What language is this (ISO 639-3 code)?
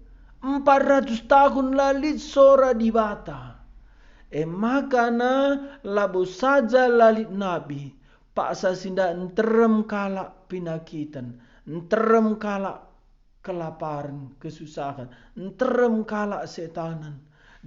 btx